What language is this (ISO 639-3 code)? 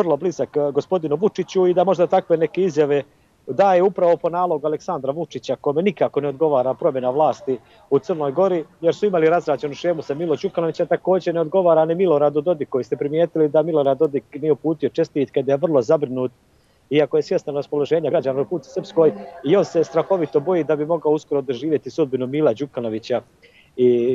bos